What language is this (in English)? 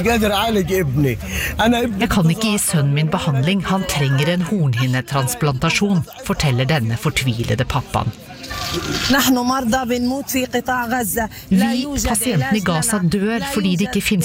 Norwegian